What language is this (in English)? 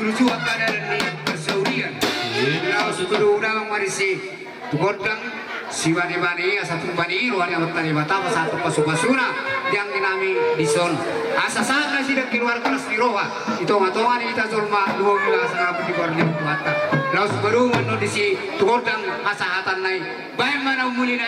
Batak Toba